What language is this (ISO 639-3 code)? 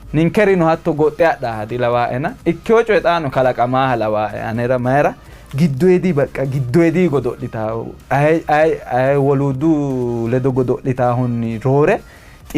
sid